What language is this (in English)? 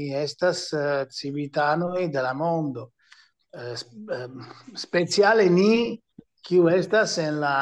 Esperanto